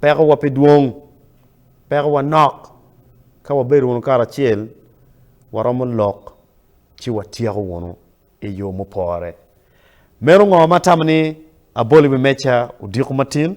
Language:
Acoli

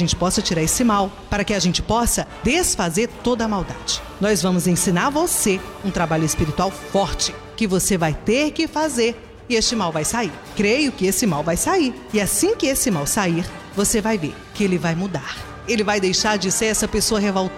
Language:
Portuguese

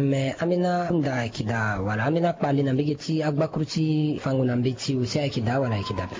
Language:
Sango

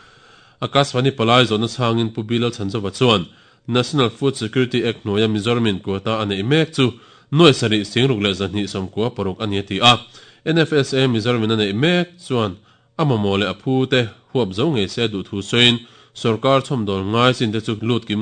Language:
Mizo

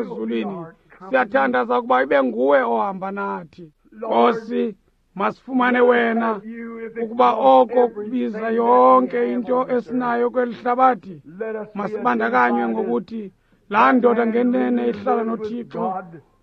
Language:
Xhosa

